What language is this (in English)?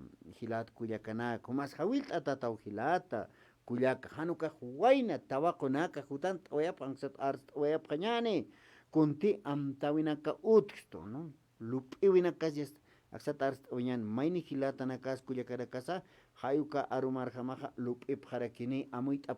Aymara